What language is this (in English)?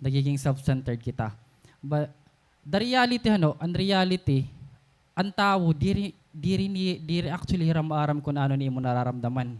Waray